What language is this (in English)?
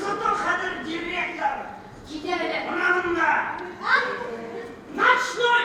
Bashkir